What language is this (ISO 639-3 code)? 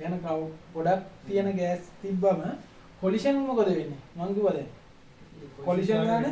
sin